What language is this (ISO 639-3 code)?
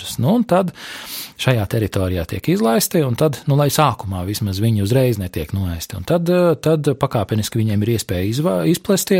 lav